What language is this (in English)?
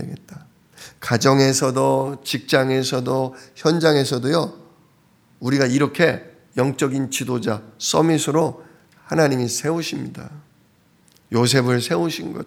Korean